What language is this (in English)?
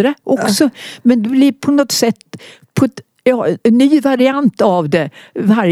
Swedish